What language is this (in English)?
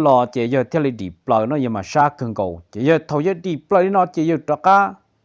Hmong